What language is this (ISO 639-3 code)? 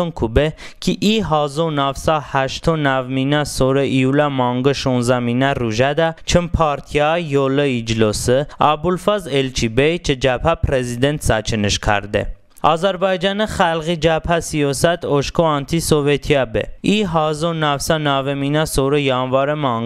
tly